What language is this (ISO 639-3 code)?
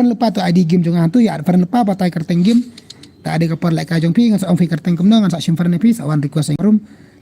kha